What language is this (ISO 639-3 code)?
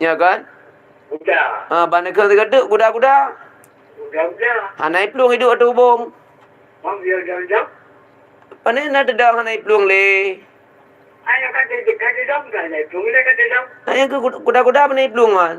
ace